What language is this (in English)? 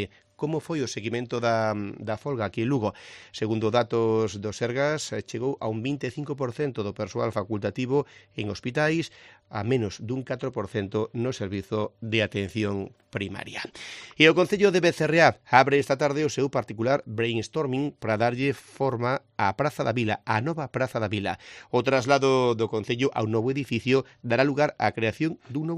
Galician